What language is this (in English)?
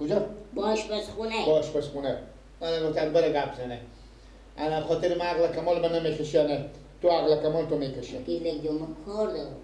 Persian